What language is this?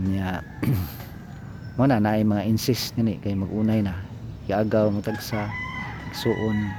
Cebuano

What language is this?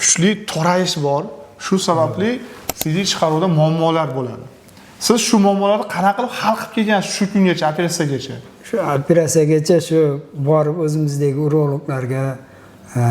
Uzbek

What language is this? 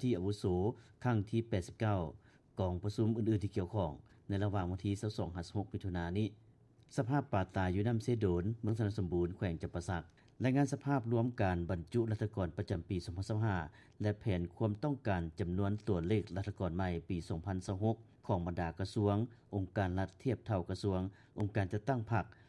Lao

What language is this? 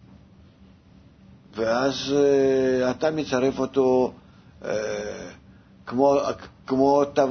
Hebrew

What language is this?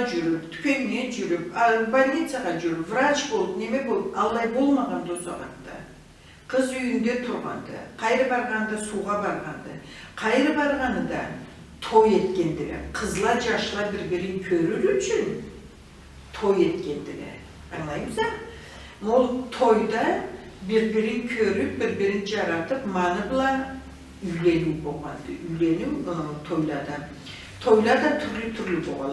Karachay-Balkar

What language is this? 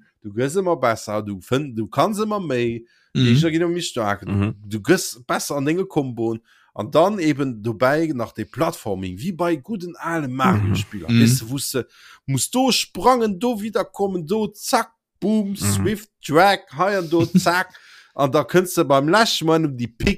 Luxembourgish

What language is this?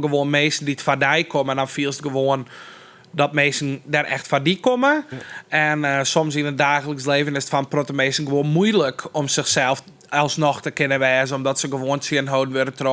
Western Frisian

